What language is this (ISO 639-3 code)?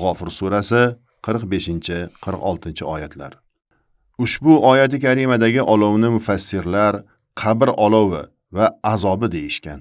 uzb